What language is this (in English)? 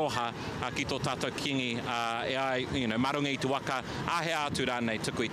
Māori